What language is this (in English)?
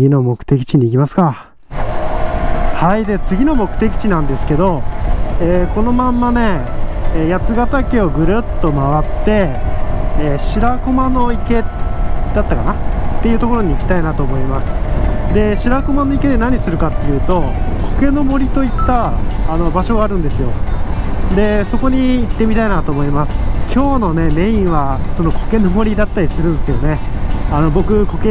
Japanese